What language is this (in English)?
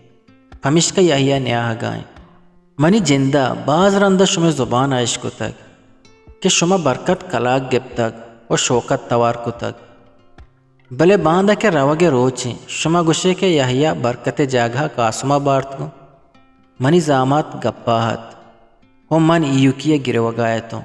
Eastern Balochi